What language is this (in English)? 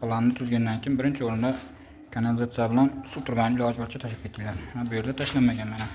Uzbek